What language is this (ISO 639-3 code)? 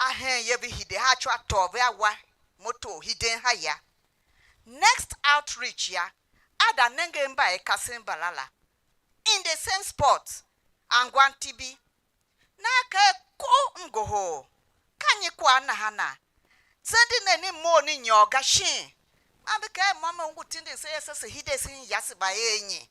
tiv